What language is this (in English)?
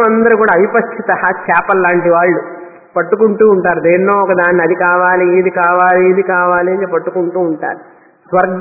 Telugu